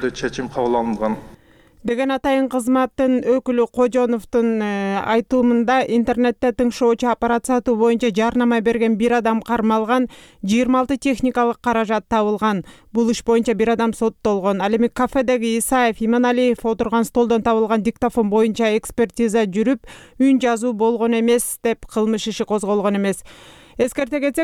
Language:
Kyrgyz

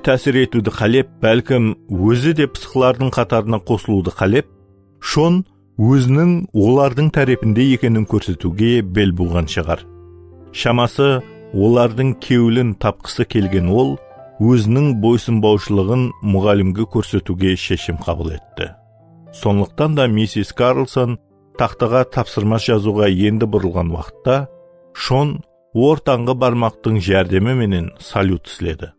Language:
Kara-Kalpak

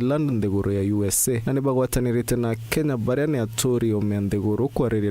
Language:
Meru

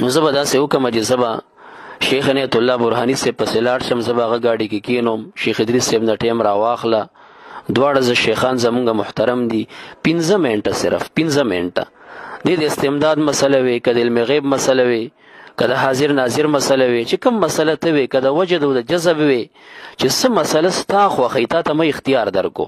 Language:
Pashto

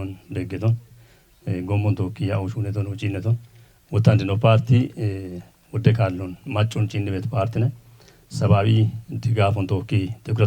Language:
Kafa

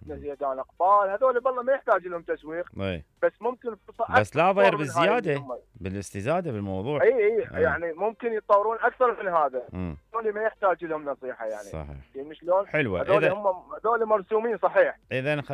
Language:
Mesopotamian Arabic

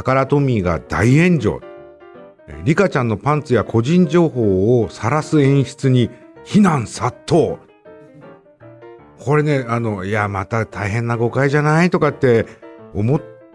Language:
Japanese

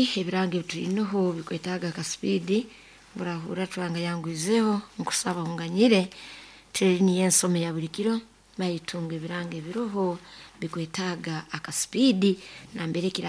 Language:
Nyoro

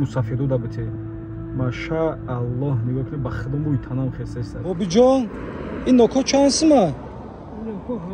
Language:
Tajik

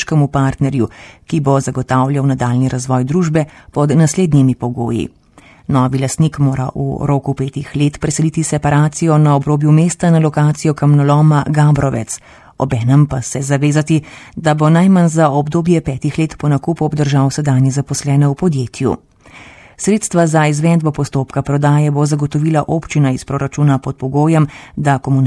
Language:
Slovenian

